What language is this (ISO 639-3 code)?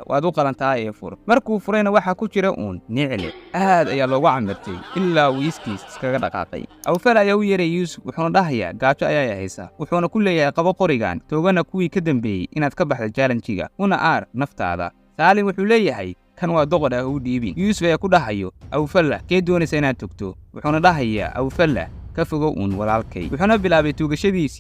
som